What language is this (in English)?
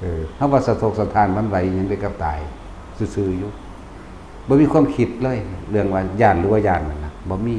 Lao